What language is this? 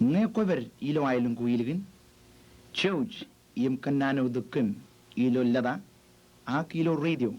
Marshallese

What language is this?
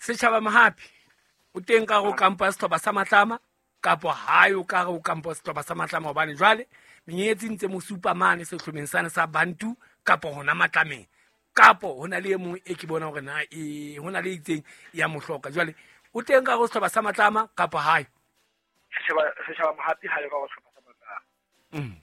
Southern Sotho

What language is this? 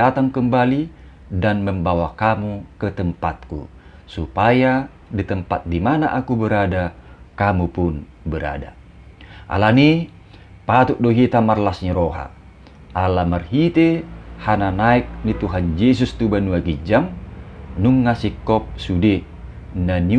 Batak Toba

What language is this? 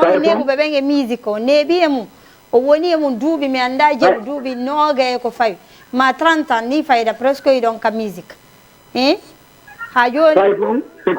Fula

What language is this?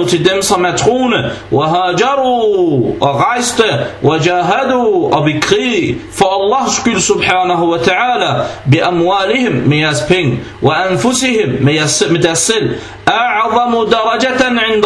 Danish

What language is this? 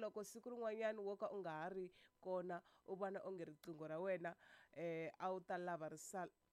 Tsonga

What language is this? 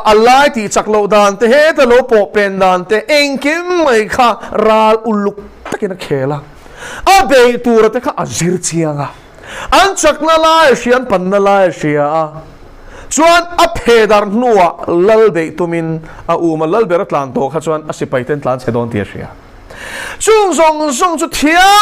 Mizo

